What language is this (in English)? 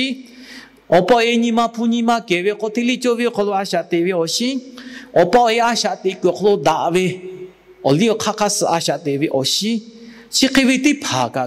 Lahu